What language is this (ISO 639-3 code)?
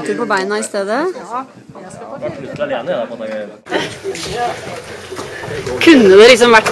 nor